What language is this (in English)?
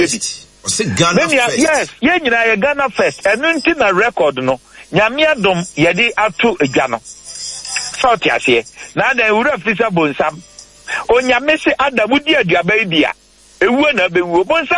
Akan